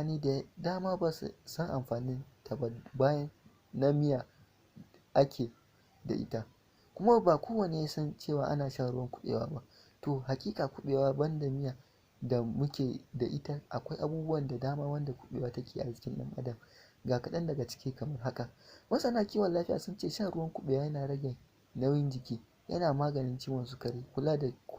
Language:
Hausa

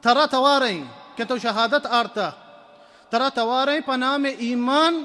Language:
Baluchi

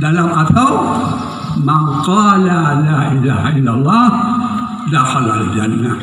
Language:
Achinese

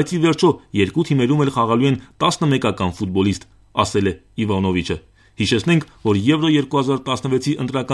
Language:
Armenian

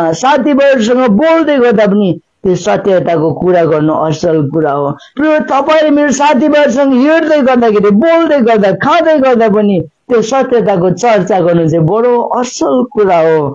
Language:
Nepali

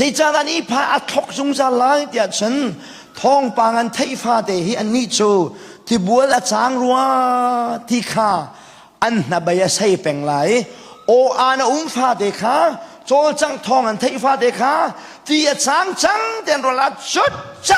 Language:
Hakha Chin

